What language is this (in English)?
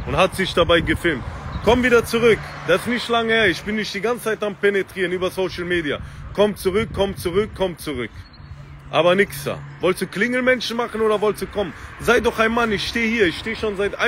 German